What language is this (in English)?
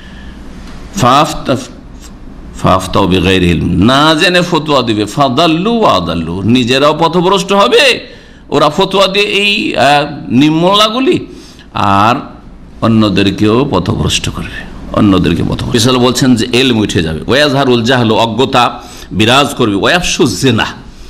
Bangla